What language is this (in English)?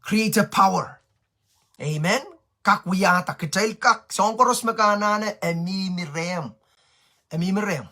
Pohnpeian